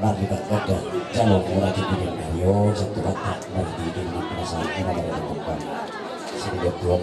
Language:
Batak Toba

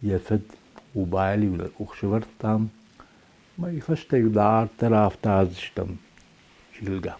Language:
Ossetic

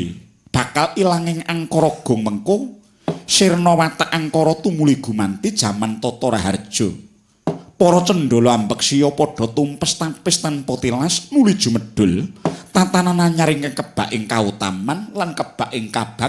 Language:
Javanese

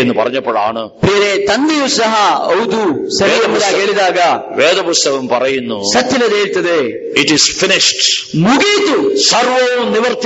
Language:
Malayalam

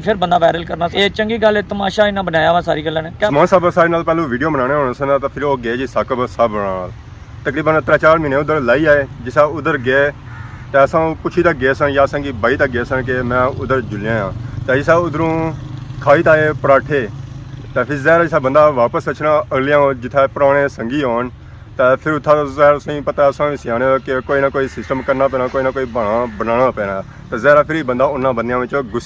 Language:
Pahari-Potwari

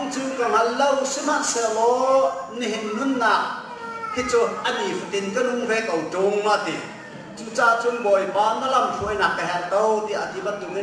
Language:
Hakha Chin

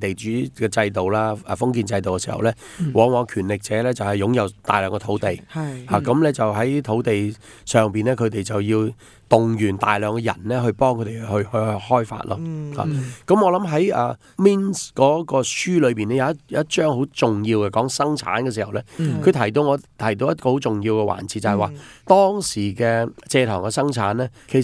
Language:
Cantonese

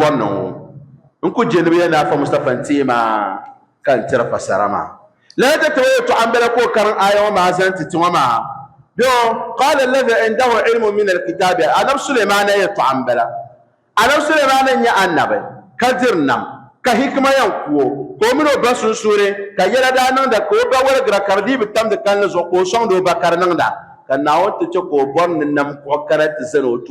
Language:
Dagbani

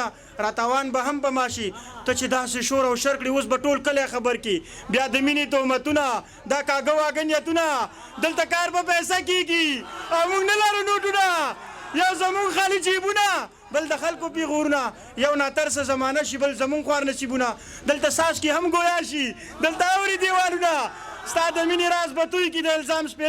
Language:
Pashto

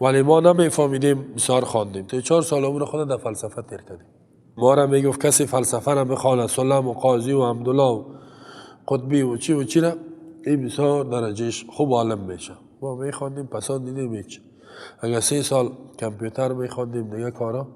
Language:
Persian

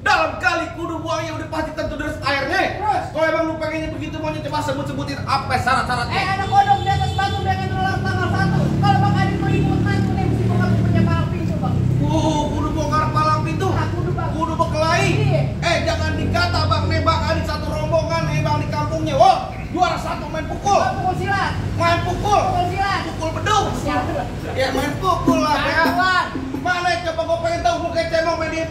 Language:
Betawi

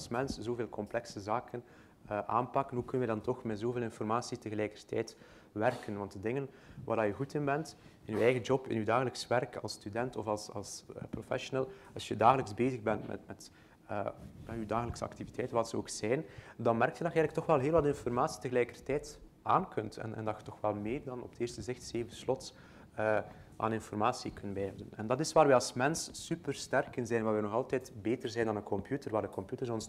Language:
Dutch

